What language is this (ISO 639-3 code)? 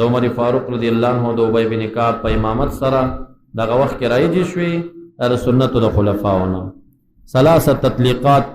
pus